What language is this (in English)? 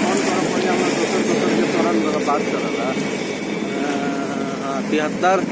Maithili